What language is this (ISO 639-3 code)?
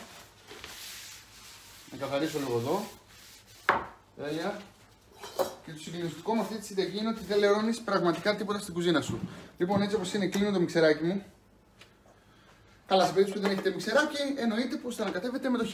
ell